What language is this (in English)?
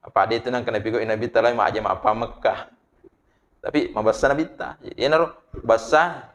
Buginese